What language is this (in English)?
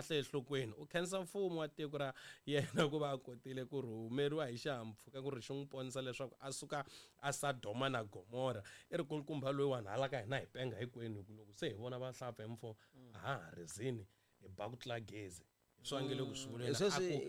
Tsonga